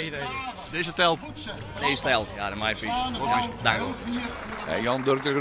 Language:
Western Frisian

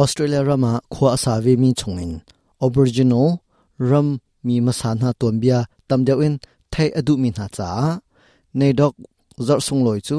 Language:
Hakha Chin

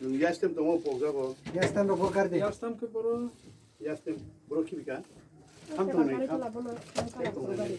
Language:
Kok Borok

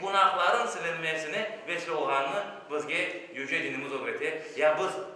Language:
Crimean Tatar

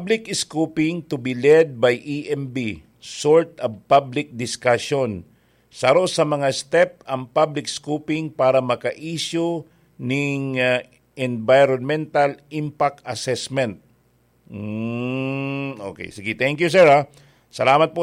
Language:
Bikol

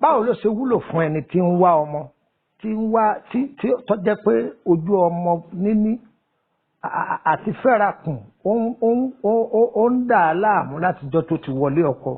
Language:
Yoruba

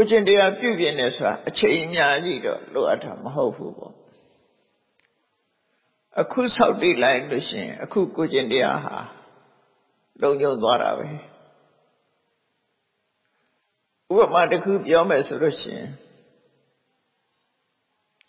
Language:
Burmese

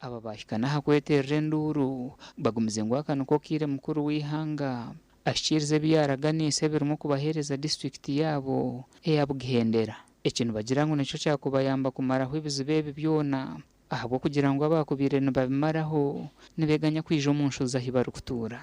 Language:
Nyankole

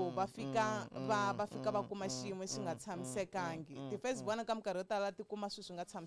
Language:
Tsonga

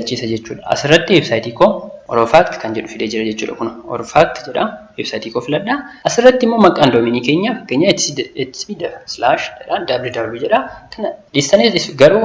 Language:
Oromo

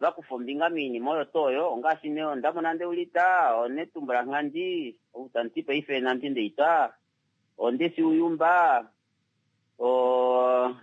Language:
Kuanyama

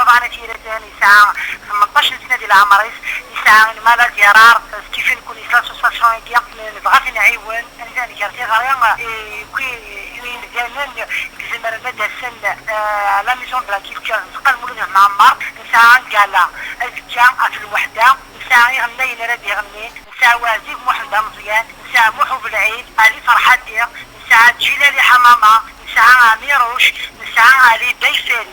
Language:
Kabyle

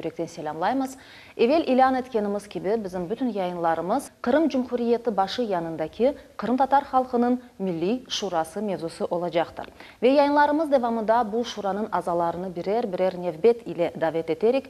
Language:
Crimean Tatar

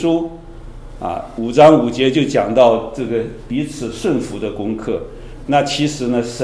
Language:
Chinese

